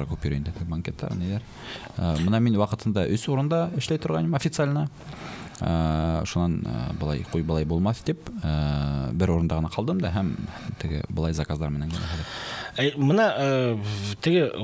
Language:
Bashkir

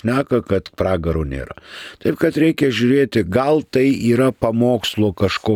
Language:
Lithuanian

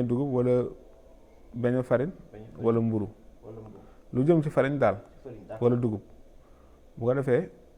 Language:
Wolof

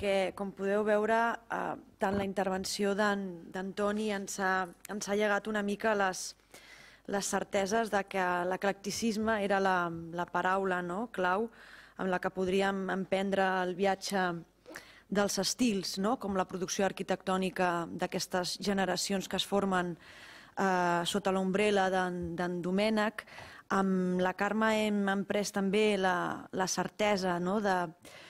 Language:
Catalan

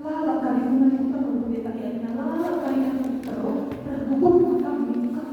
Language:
Batak Karo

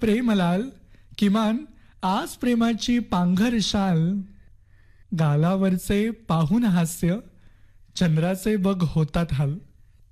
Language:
Marathi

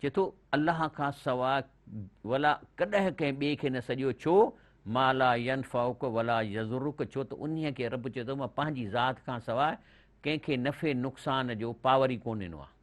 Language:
Sindhi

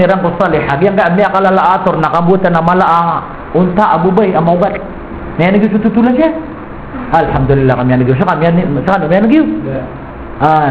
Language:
Maranao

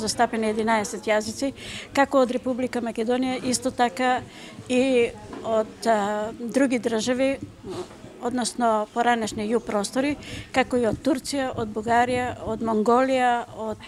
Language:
Macedonian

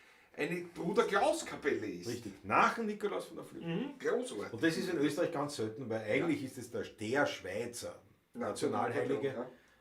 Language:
Bavarian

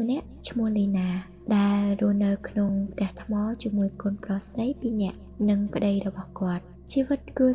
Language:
Khmer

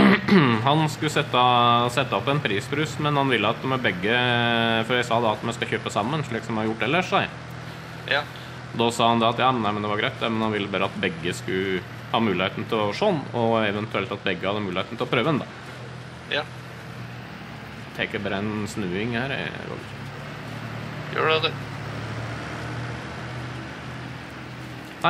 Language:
Norwegian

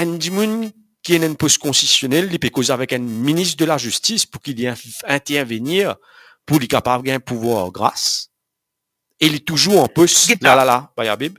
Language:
Morisyen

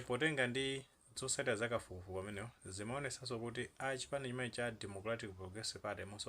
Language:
Nyanja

